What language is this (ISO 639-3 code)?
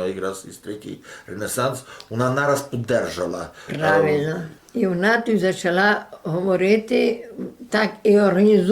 rue